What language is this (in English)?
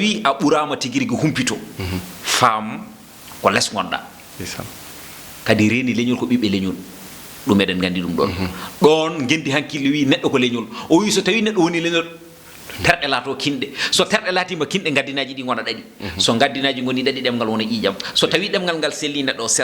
Fula